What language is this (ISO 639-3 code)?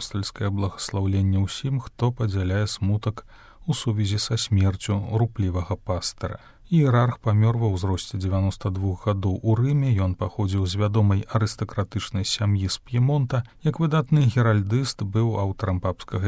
bel